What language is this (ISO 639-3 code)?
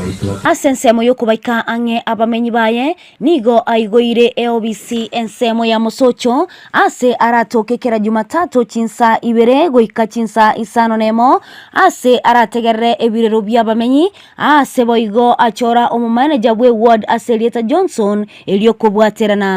guz